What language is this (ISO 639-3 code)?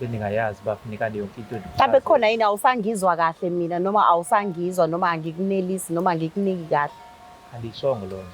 zul